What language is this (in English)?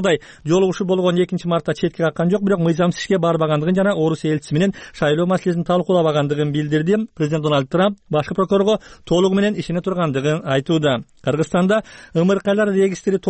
Kyrgyz